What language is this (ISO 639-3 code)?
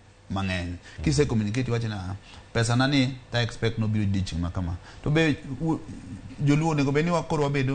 luo